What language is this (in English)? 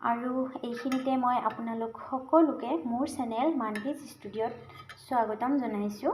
Assamese